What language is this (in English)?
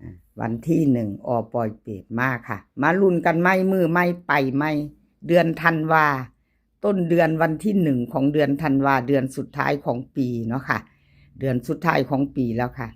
Northeastern Thai